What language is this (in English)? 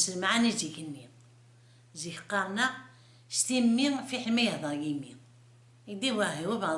Kabyle